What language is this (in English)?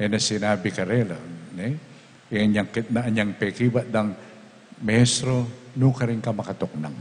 Pampanga